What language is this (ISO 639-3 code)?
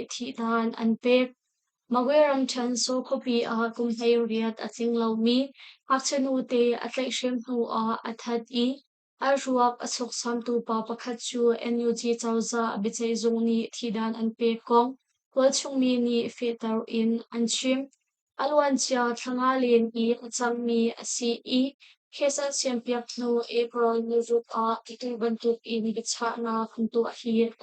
cnh